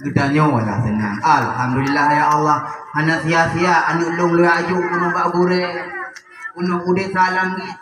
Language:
Achinese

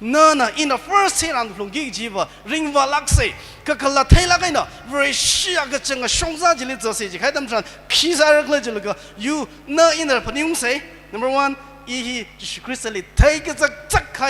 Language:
Tangkhul Naga (India)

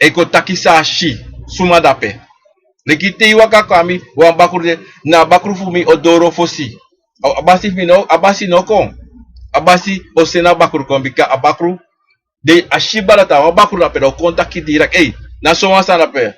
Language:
Sranan Tongo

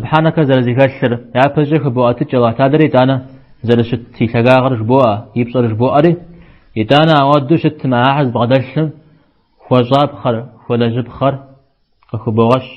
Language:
Kabardian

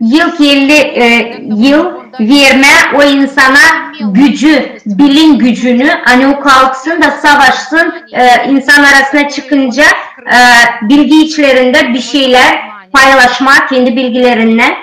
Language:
Gagauz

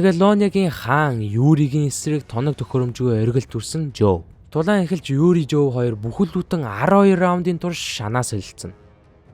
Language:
Mongolian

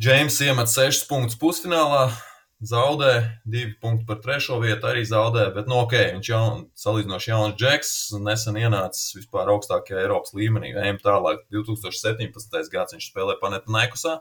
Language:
Latvian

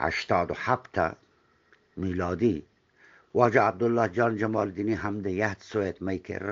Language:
Eastern Balochi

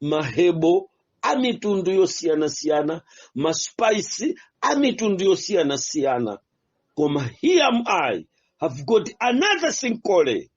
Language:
Nyanja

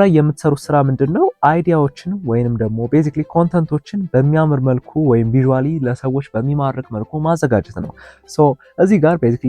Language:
Amharic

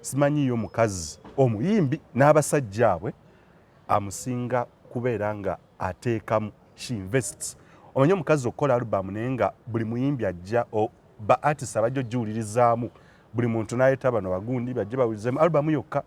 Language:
Ganda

